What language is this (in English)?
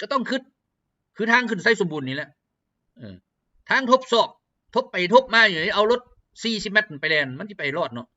Lao